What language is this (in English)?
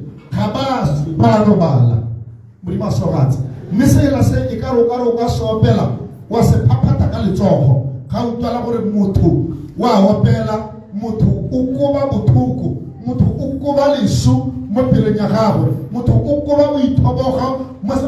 Tswana